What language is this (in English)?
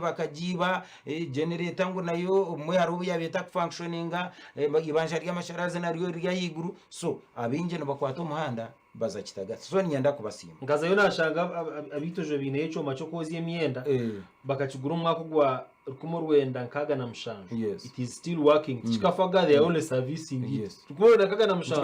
Nyankole